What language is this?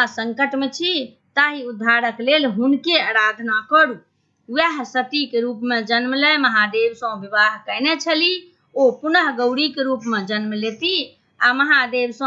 Maithili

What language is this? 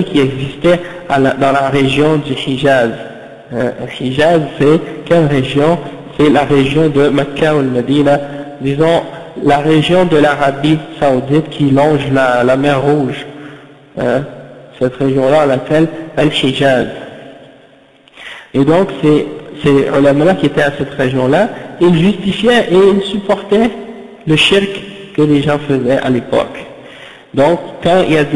French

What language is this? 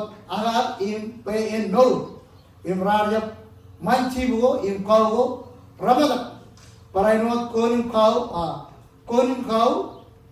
Marshallese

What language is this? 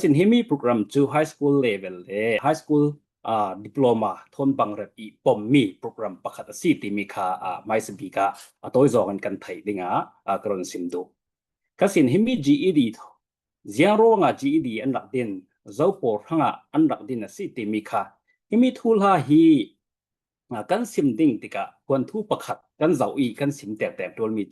Falam Chin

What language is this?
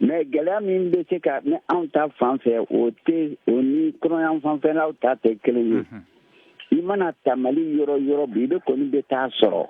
Bambara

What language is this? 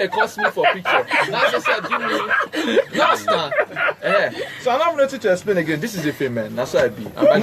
Nigerian Pidgin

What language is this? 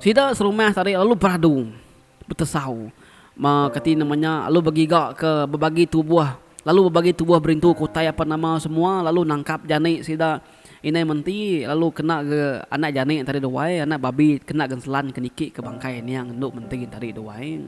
Iban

